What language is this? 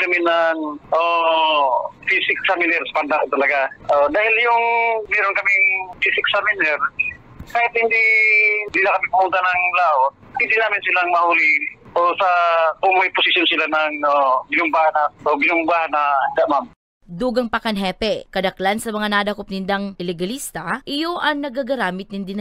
Bikol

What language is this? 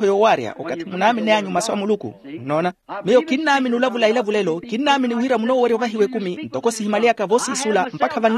Makhuwa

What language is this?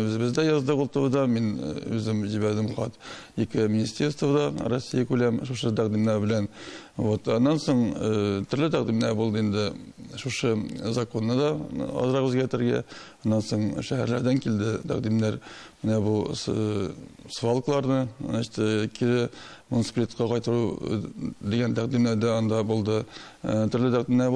Tatar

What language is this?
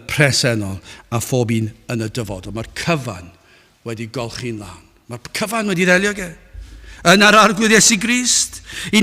Welsh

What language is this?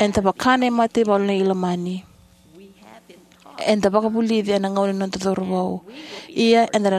Fijian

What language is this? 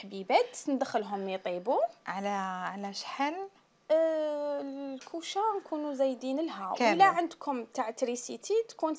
Algerian Arabic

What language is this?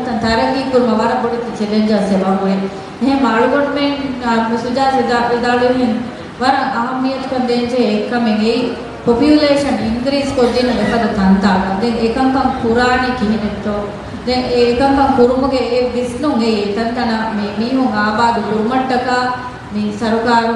Divehi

